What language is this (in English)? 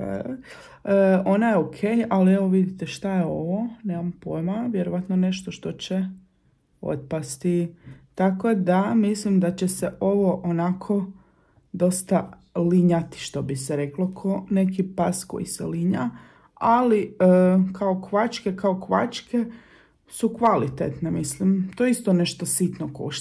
Croatian